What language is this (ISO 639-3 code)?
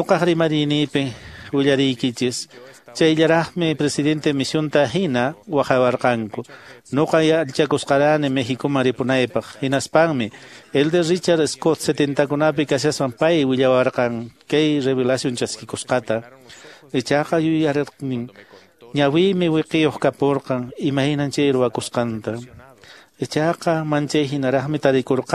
que